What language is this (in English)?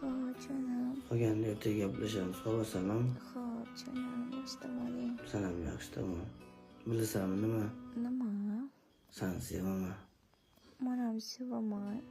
Uzbek